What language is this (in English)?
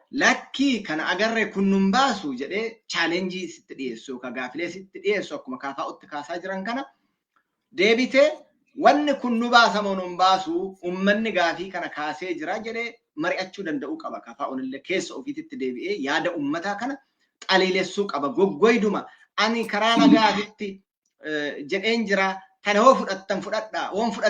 Oromo